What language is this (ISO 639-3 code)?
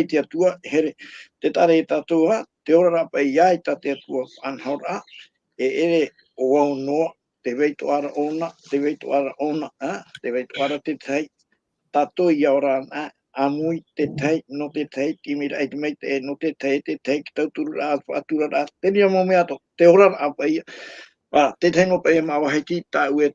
tah